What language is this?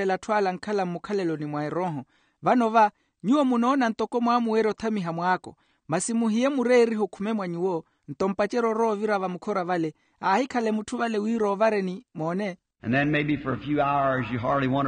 Makhuwa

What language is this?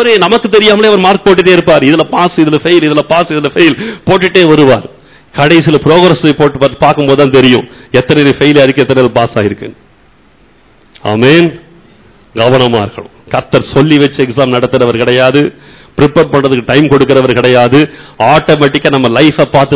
Tamil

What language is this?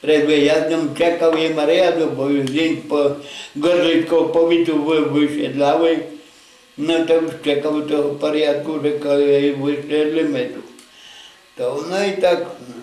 Rusyn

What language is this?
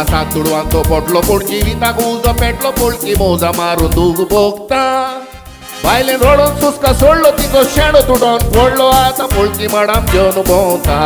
Konkani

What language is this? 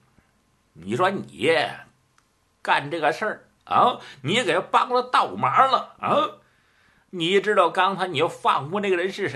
Chinese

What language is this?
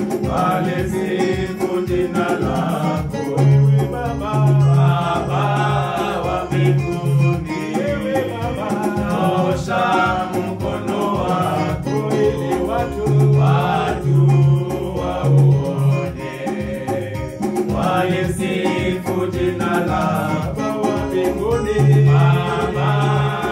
Swahili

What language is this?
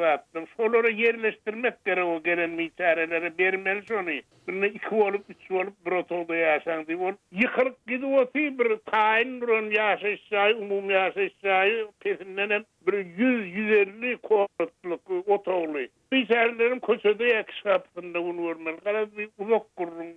Turkmen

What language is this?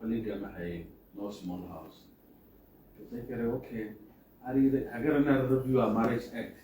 Tswana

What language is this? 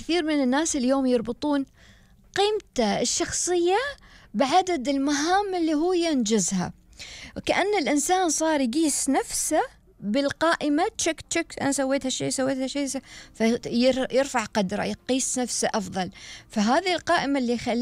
Gulf Arabic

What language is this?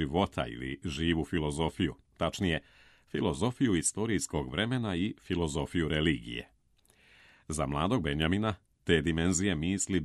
Serbian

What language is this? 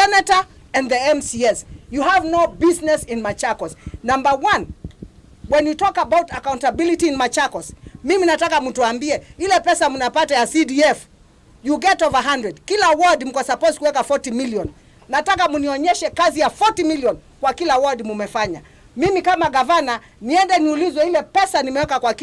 Kamba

